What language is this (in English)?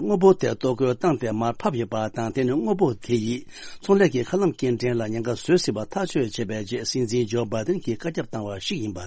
Tibetan